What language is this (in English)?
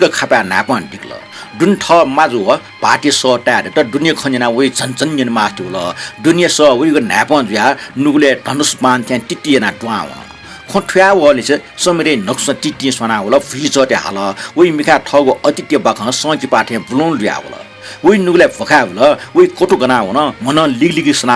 Newari